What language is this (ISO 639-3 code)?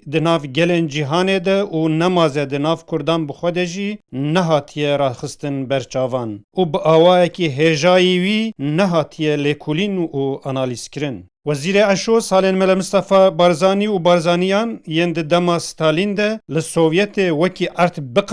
kur